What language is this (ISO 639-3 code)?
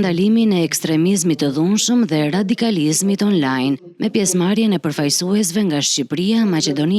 sqi